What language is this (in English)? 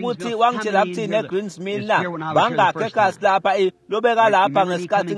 Swati